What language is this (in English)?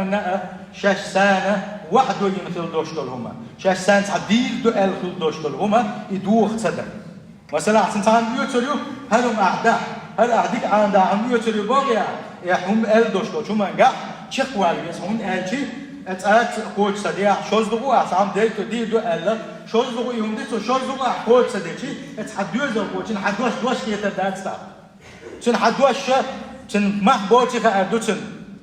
Chechen